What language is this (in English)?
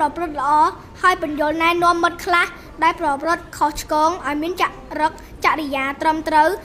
Khmer